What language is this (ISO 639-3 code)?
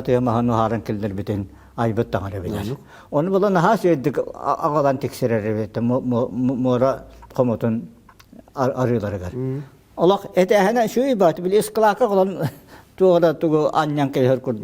sah